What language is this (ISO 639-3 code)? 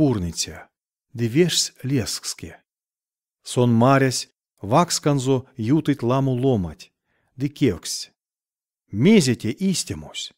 myv